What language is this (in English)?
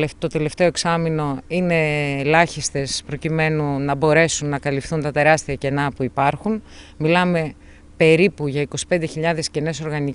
Greek